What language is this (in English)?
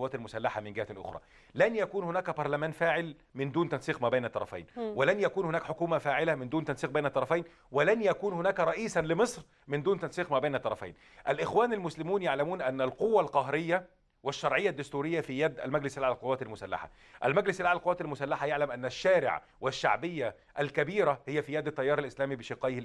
Egyptian Arabic